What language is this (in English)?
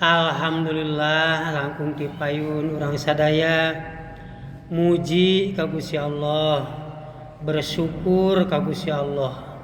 Sundanese